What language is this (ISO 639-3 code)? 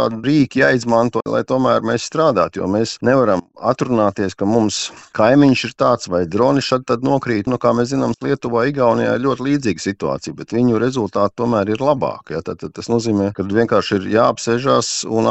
lav